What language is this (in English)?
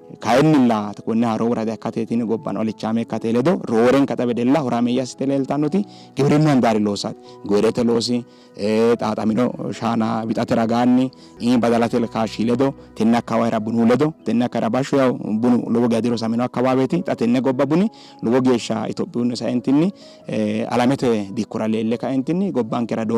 Sidamo